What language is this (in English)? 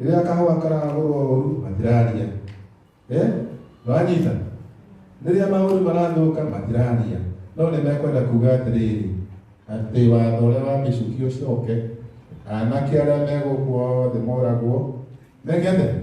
Kikuyu